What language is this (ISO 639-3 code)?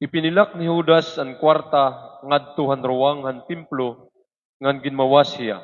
war